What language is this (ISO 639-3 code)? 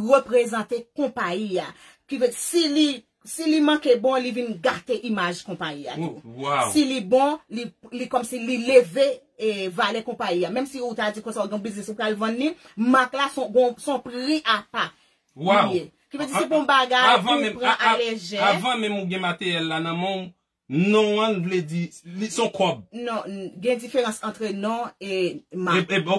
hat